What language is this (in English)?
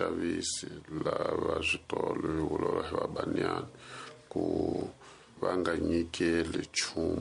Tsonga